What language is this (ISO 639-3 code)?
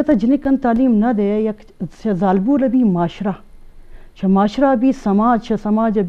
bgp